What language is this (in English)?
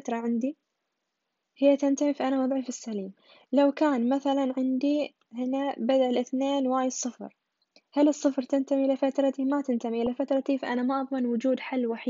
Arabic